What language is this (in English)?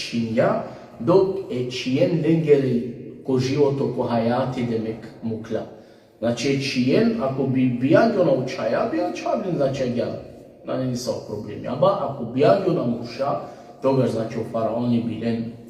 Balkan Romani